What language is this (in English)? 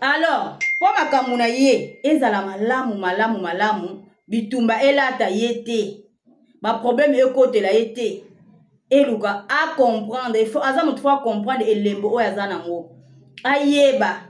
Lingala